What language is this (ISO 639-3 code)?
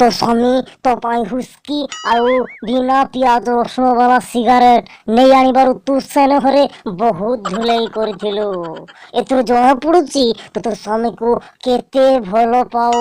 ori